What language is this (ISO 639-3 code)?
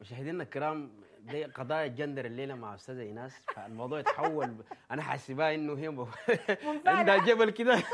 apd